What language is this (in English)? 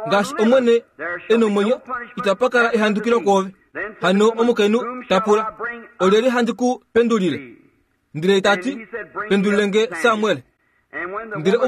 Kuanyama